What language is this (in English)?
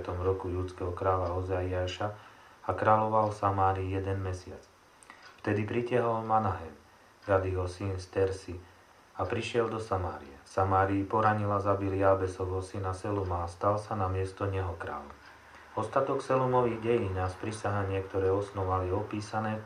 Slovak